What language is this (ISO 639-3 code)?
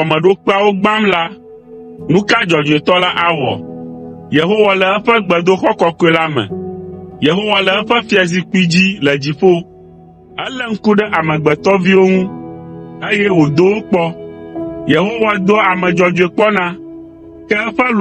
ewe